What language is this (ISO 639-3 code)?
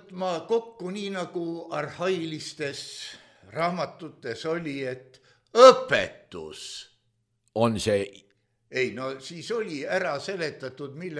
est